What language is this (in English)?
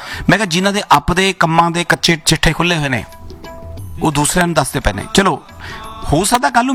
Punjabi